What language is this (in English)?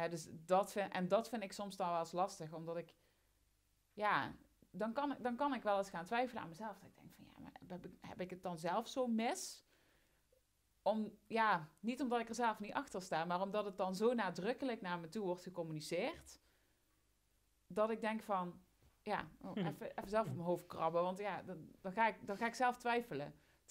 Dutch